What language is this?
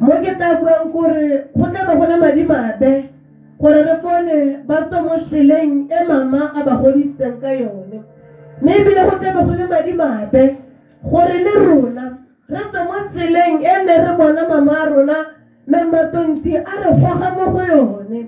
Tswana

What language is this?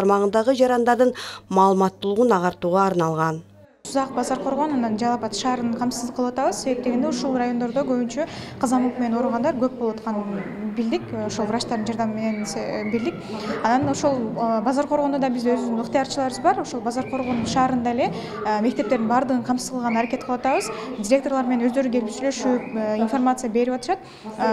Kyrgyz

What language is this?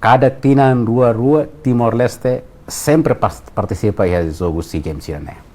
Tetum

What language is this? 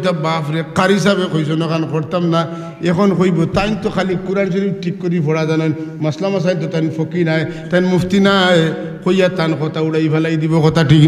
Sylheti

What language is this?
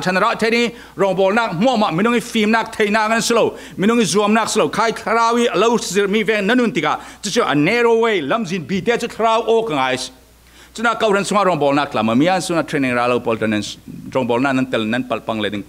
Falam Chin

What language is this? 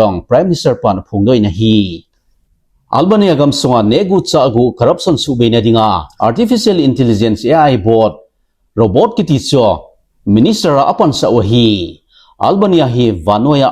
Thado Chin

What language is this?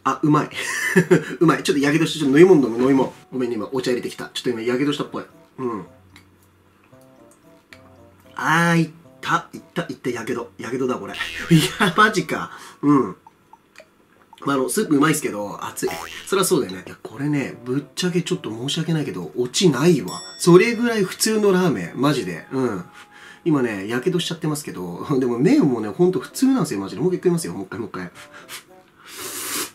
Japanese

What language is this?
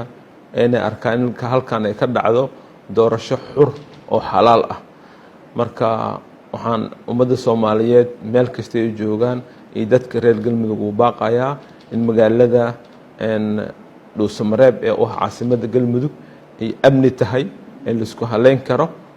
Somali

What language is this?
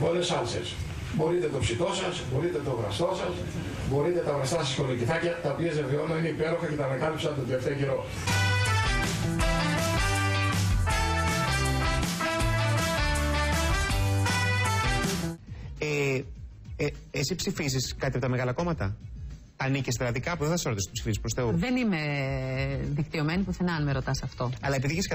Greek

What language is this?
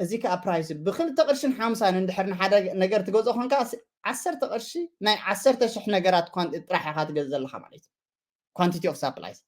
Tigrinya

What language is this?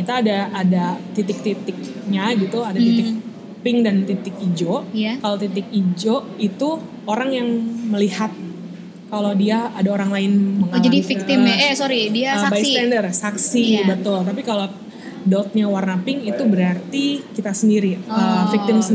Indonesian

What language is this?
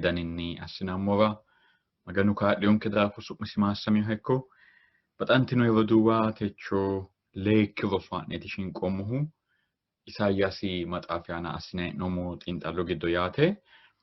Sidamo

